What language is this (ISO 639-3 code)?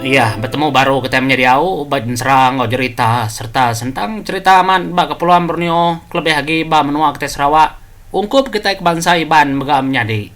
iba